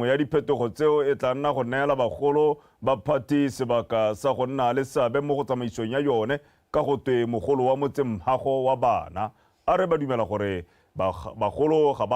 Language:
Tswana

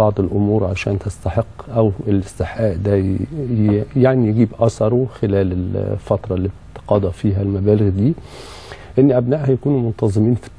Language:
Egyptian Arabic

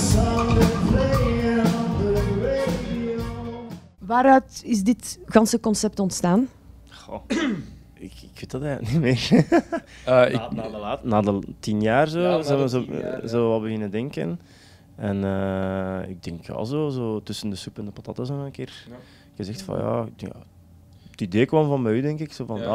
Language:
Dutch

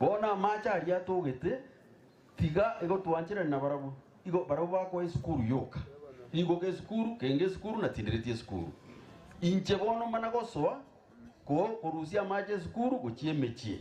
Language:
Gusii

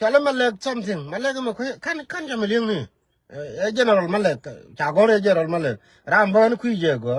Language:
Nuer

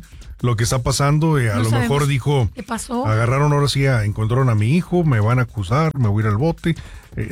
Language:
Spanish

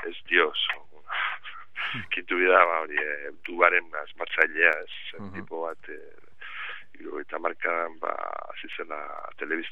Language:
Basque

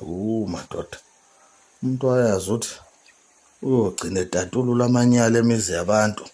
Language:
Zulu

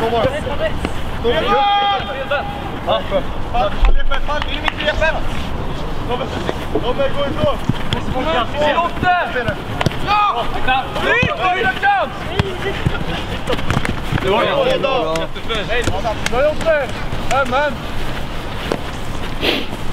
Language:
Swedish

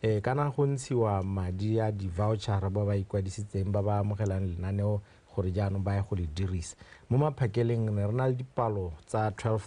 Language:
Tswana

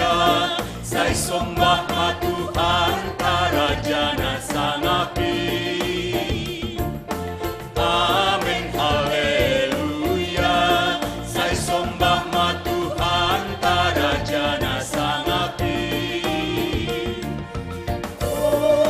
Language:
Batak Simalungun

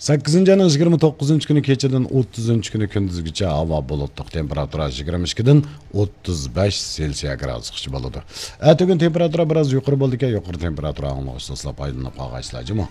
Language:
Uyghur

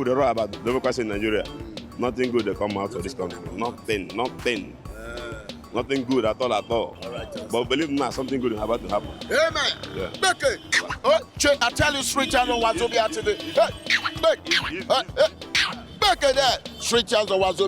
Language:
Nigerian Pidgin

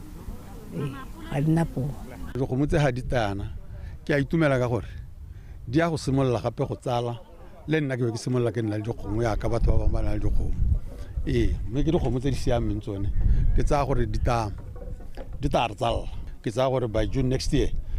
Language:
Tswana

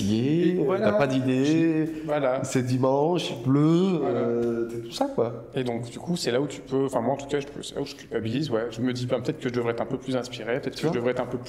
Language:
French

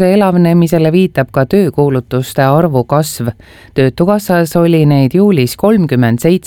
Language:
Estonian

